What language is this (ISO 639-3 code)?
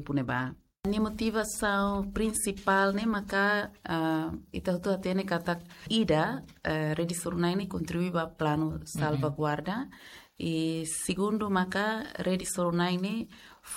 tet